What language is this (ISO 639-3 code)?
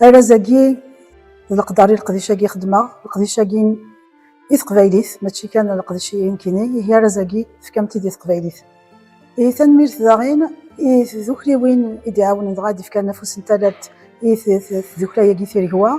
kab